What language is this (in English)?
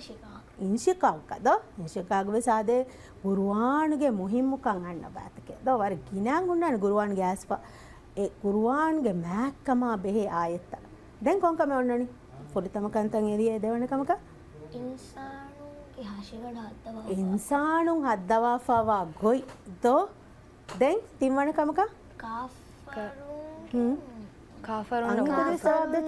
Divehi